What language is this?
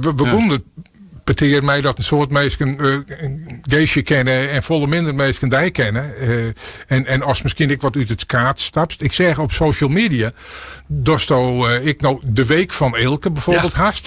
Western Frisian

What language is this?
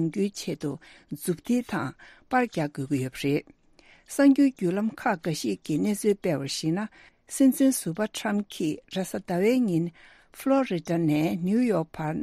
Tibetan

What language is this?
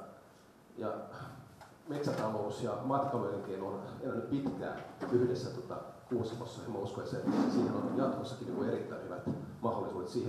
Finnish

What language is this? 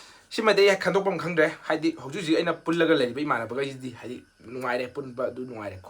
Manipuri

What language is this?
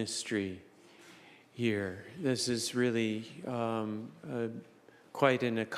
Fijian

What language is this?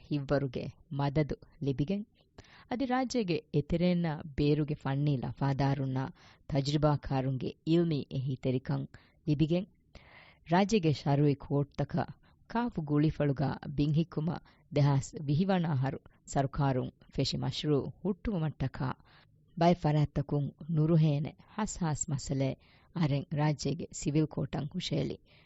Divehi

